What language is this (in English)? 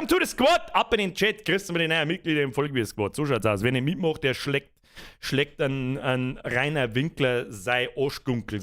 Bavarian